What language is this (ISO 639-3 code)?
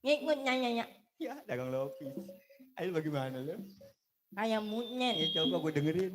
bew